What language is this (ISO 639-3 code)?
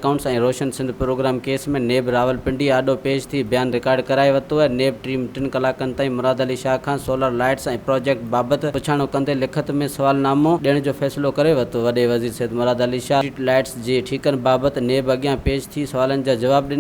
snd